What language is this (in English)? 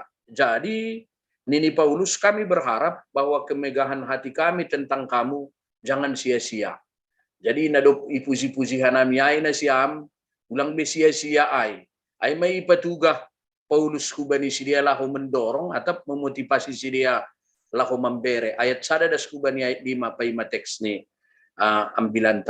Batak Simalungun